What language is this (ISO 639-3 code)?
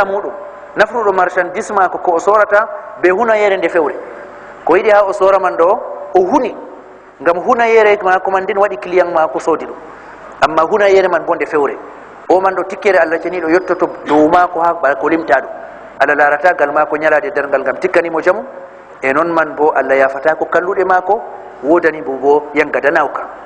ful